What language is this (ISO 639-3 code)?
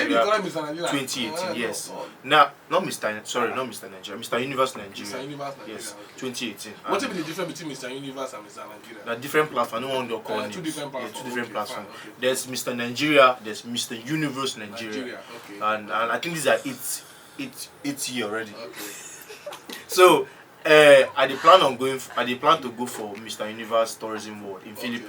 pcm